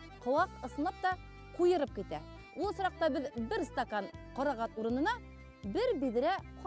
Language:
Bashkir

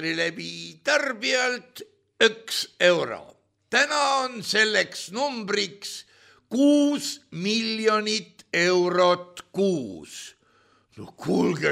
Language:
Estonian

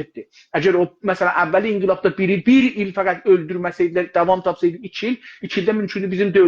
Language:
South Azerbaijani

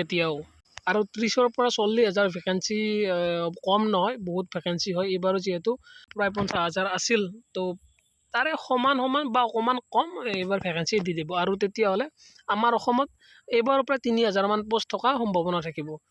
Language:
Assamese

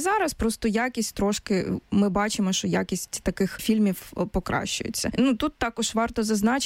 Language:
Ukrainian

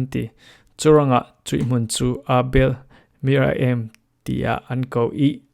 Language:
Falam Chin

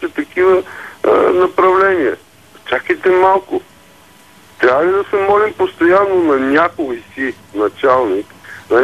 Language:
Bulgarian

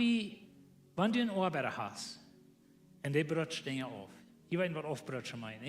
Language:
Plautdietsch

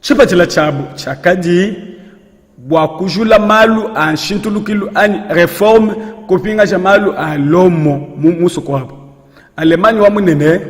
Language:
Luba-Lulua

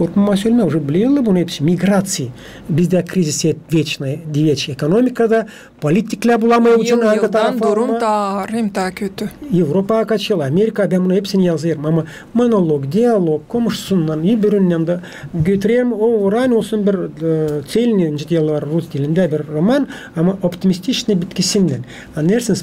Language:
Gagauz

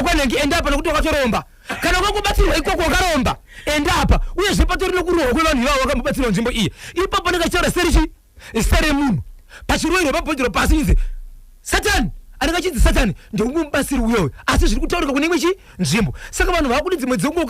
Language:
Shona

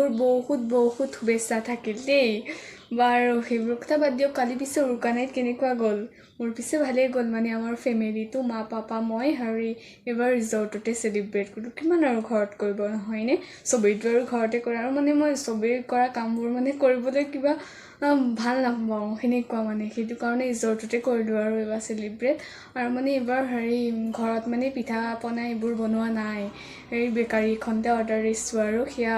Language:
Assamese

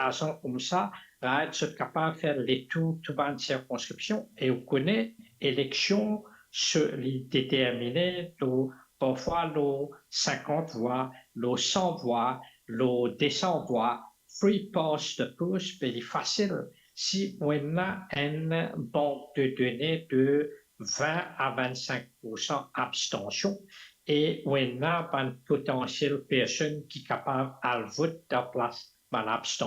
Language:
Morisyen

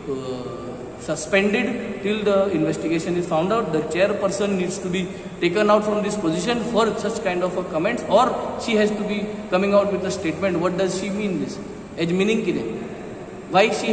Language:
Konkani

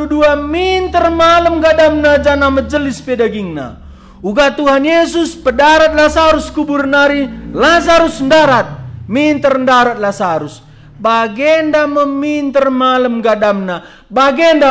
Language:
Batak Karo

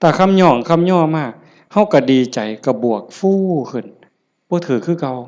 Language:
Lao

